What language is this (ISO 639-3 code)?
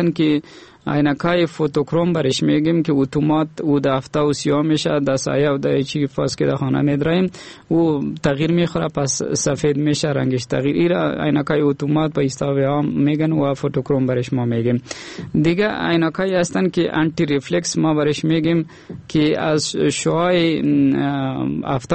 fas